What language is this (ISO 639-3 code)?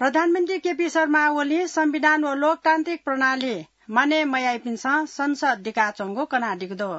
new